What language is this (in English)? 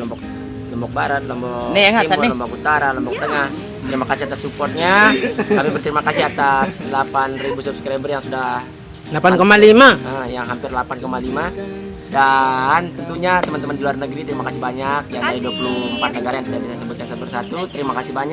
Sasak